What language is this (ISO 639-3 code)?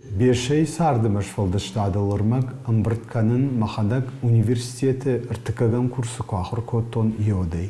oss